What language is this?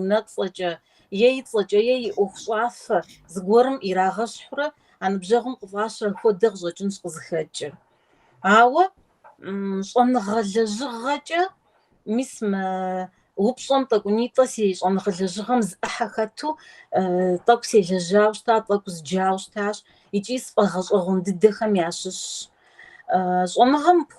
Kabardian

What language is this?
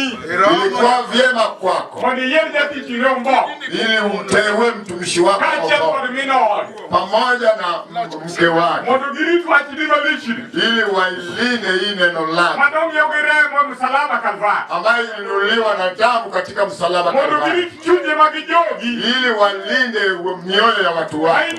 Luo (Kenya and Tanzania)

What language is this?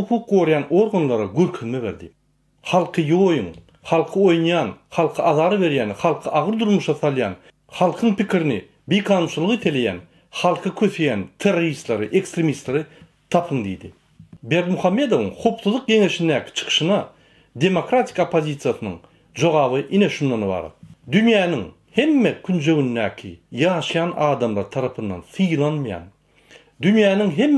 Turkmen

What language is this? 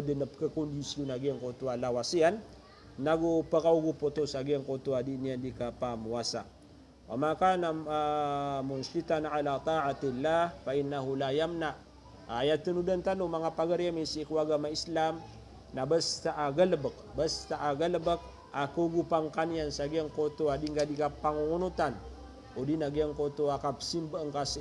Maranao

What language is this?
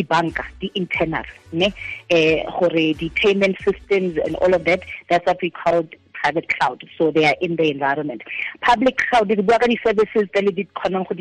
Tswana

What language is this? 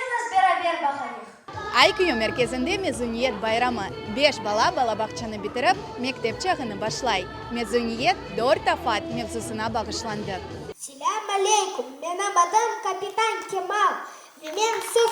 Crimean Tatar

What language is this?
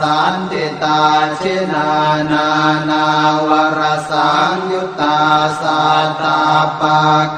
Pali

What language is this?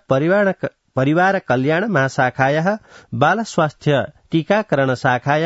Sanskrit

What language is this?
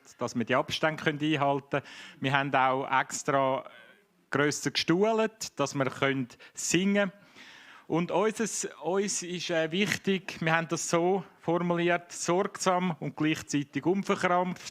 Swiss German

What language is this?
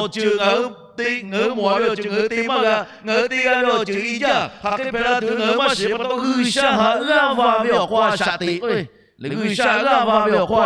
Lahu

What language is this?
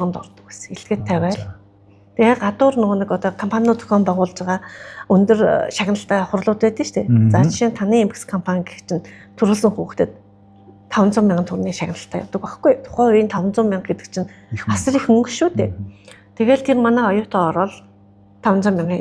Mongolian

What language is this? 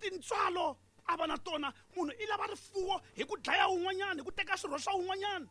Tsonga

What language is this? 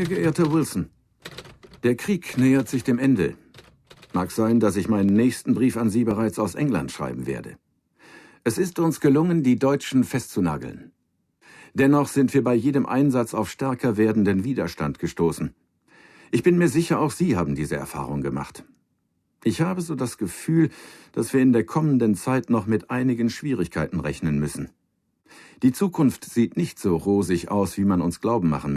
Bavarian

